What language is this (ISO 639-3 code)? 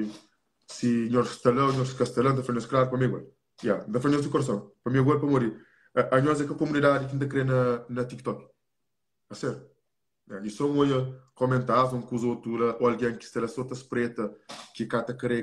kea